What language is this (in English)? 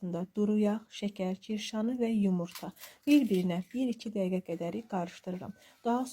Azerbaijani